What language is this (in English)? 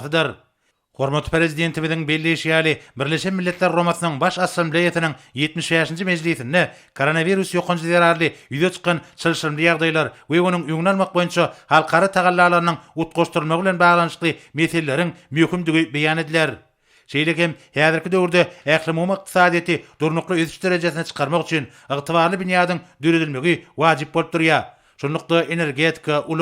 Turkmen